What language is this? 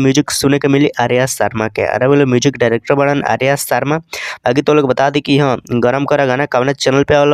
Bhojpuri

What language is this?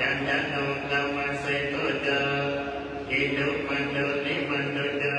Pali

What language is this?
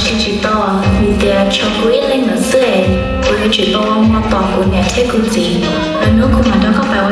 Hmong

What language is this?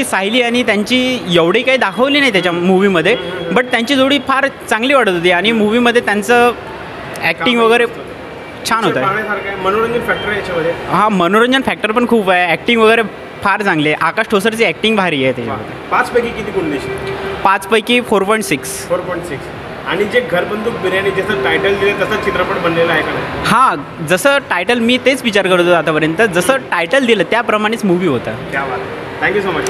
Marathi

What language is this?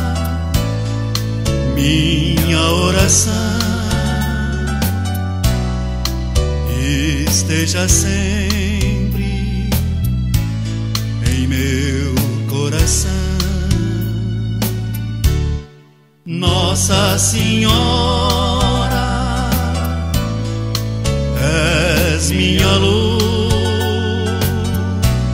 Portuguese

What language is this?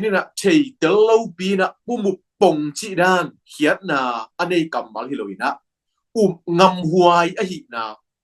Tedim Chin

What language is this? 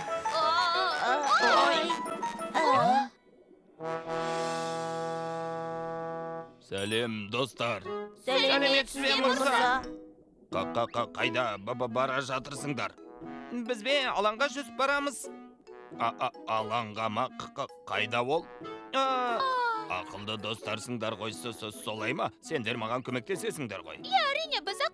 Kazakh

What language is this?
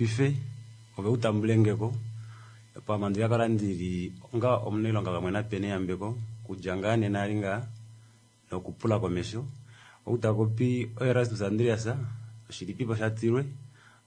Kuanyama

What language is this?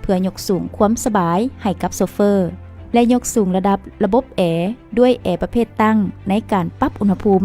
Lao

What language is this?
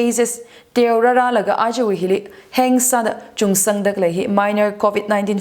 Tangkhul Naga (India)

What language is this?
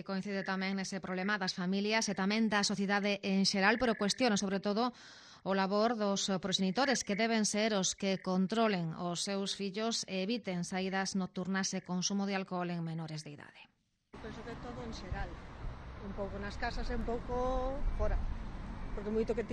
Galician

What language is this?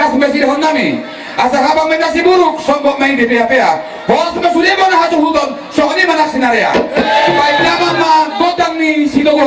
Batak Toba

